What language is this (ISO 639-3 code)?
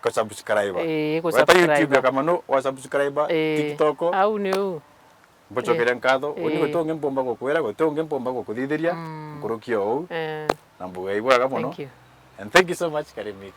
mer